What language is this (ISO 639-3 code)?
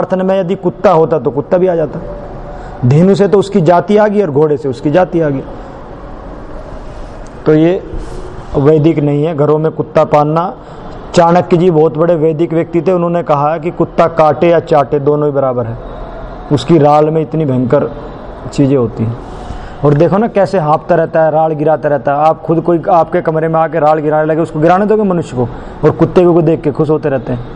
hin